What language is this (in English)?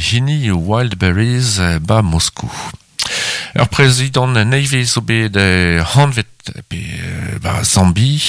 Breton